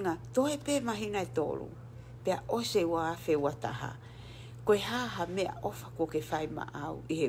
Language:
Tongan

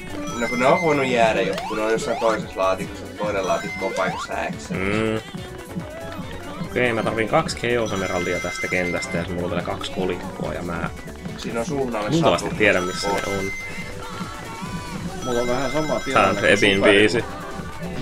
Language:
Finnish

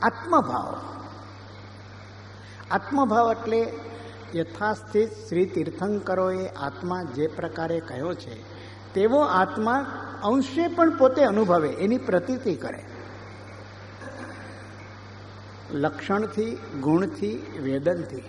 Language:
Gujarati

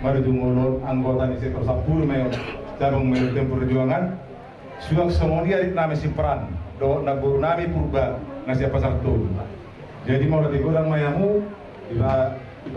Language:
Batak Toba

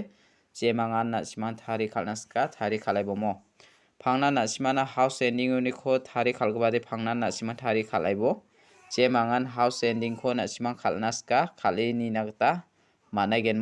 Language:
Garo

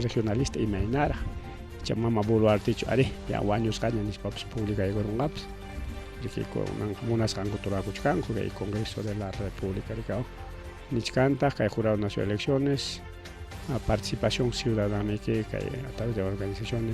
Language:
Ayacucho Quechua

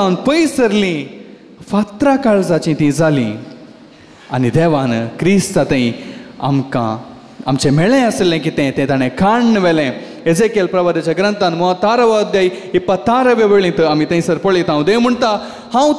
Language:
Konkani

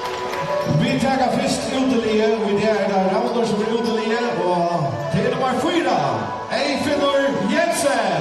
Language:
Faroese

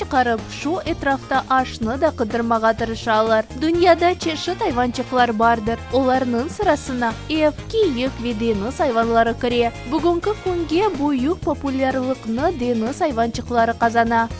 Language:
Crimean Tatar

